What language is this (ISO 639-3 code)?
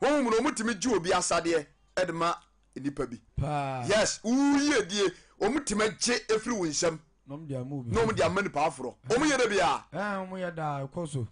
aka